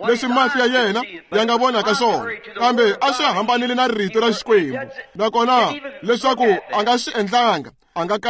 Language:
Tsonga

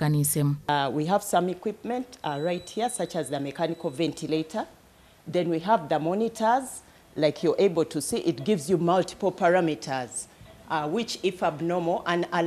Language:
Nyankole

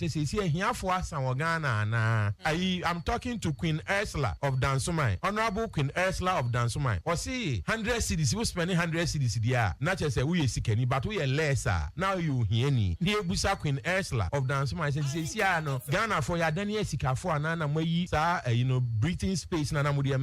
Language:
Akan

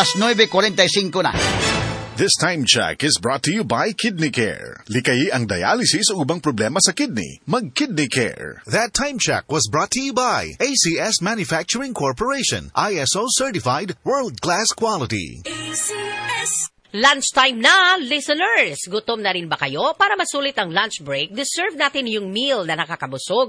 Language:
Filipino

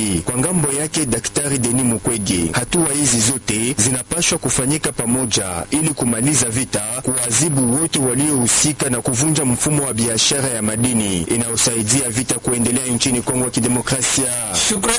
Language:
Swahili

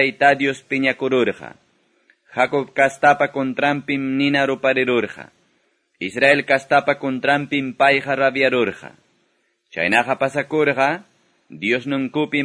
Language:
Quechua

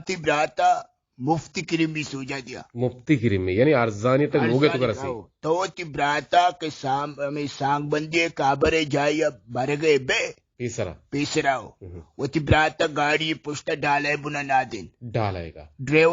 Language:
Eastern Balochi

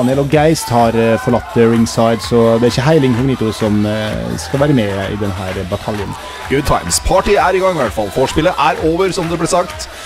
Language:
Norwegian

